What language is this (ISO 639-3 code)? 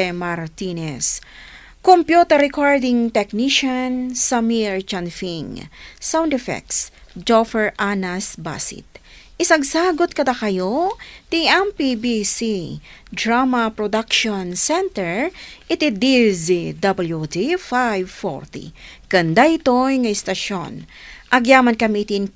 ilo